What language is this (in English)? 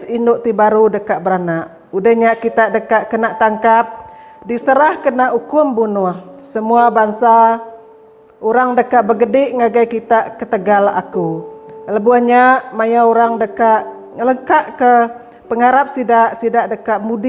Iban